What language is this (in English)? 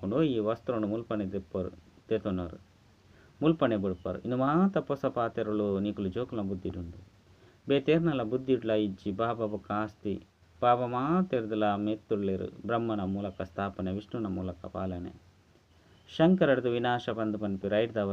Tulu